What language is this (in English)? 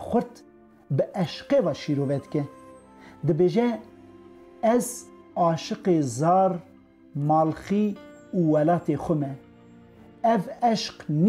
Kurdish